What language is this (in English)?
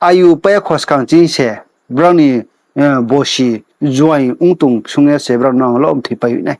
Riang (India)